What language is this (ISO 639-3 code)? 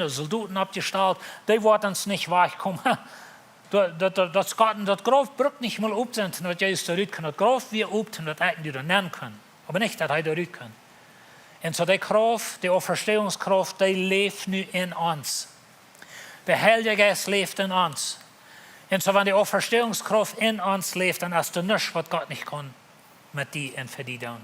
pdt